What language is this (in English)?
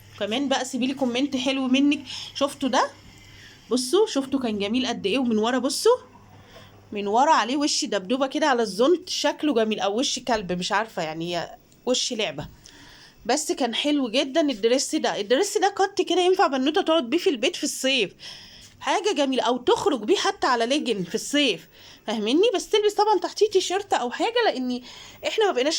Egyptian Arabic